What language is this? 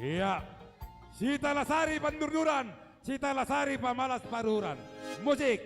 Batak Simalungun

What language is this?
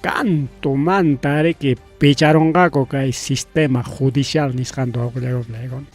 Ayacucho Quechua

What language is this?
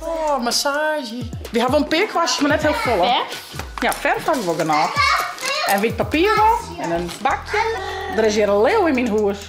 Western Frisian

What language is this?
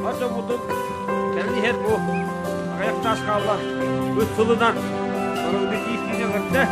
Yakut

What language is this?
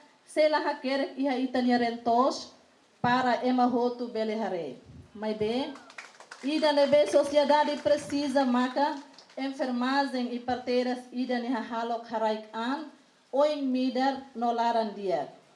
Tetum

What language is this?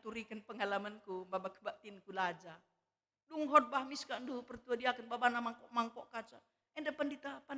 Batak Karo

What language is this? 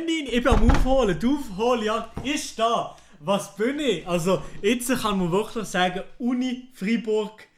Swiss German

